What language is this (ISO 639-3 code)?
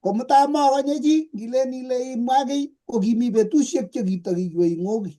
kln